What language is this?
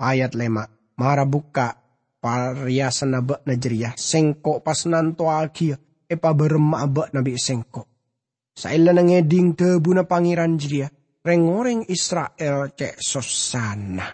Madurese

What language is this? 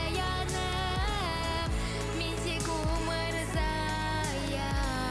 Bashkir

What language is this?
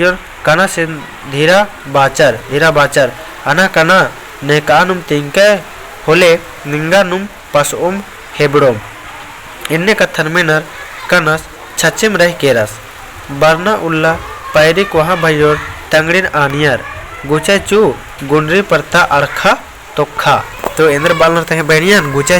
Kurukh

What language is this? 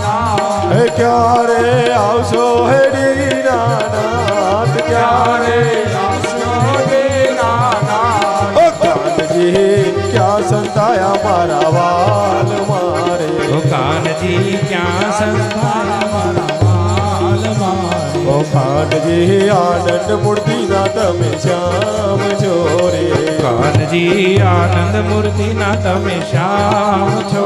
Gujarati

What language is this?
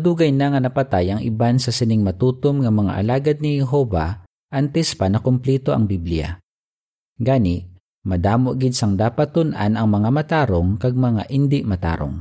Hiligaynon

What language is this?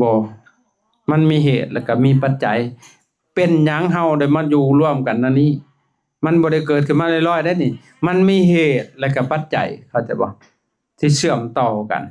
Lao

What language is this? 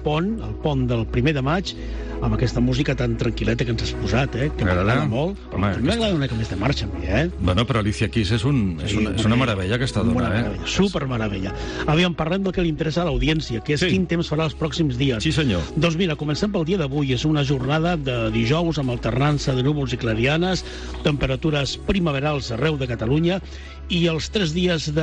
Catalan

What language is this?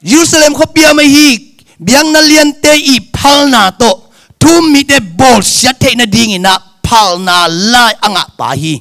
Tedim Chin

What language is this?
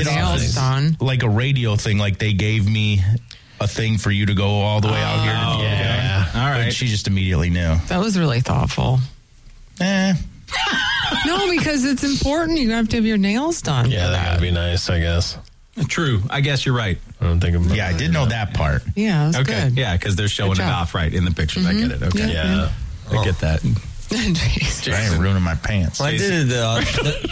English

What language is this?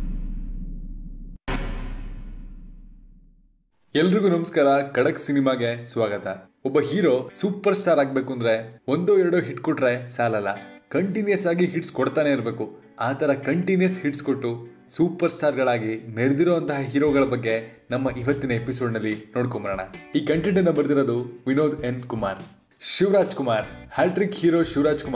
Kannada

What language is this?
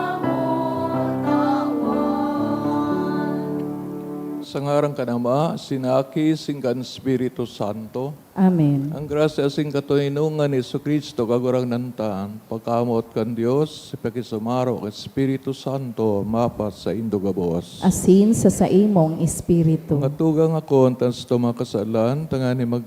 Bikol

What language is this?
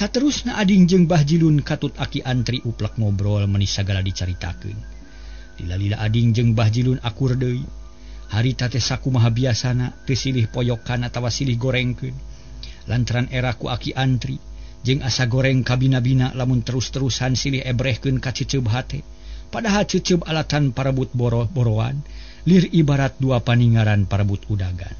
Sundanese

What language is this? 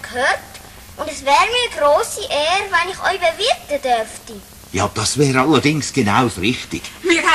Swiss German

